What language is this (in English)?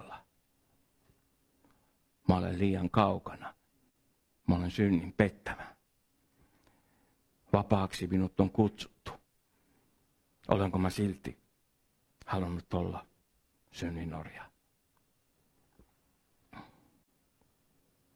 Finnish